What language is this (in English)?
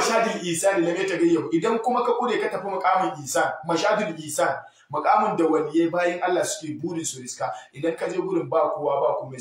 Hausa